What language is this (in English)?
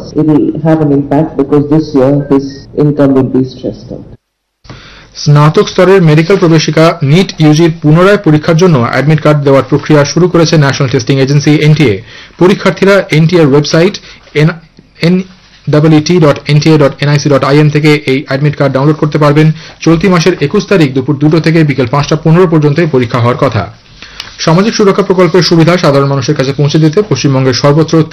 Bangla